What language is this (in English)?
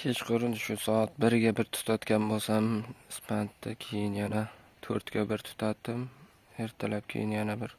Uzbek